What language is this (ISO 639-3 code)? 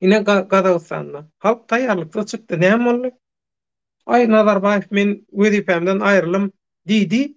tuk